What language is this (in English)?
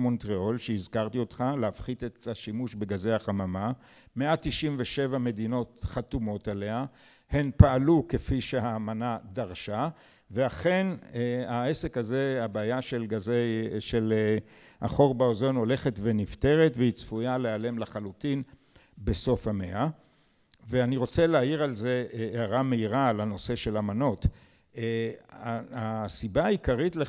Hebrew